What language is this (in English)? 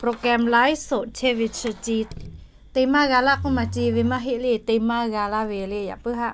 Lahu